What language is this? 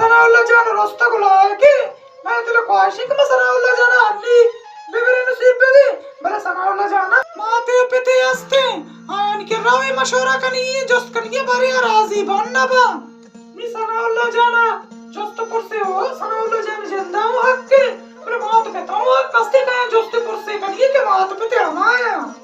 Baluchi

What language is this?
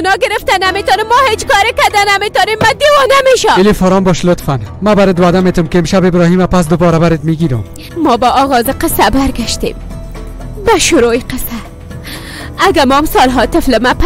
Persian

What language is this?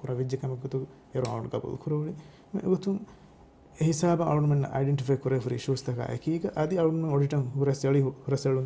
Divehi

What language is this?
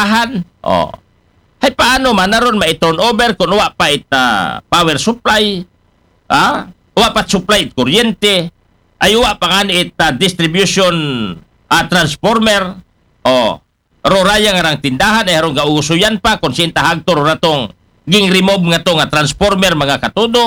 Aklanon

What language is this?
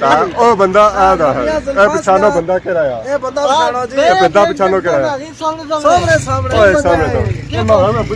Pahari-Potwari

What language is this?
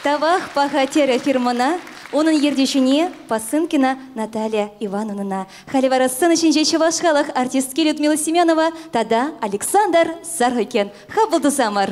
Chuvash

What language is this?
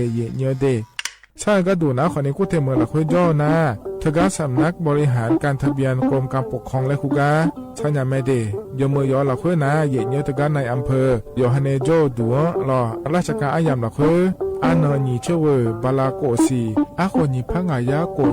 Akha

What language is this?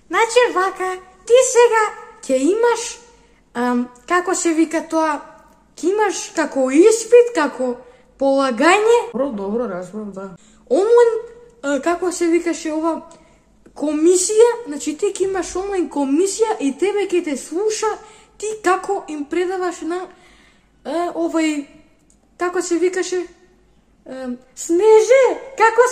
Macedonian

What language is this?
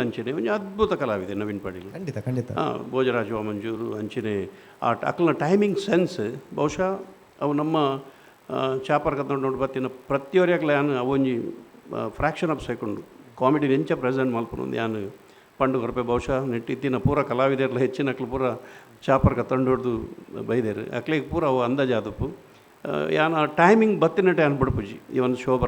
Tulu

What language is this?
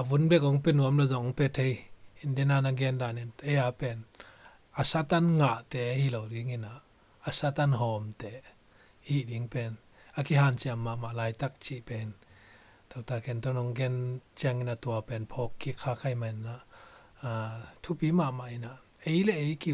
Tedim Chin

